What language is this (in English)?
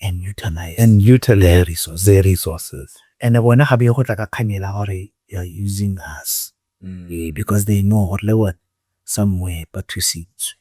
Tswana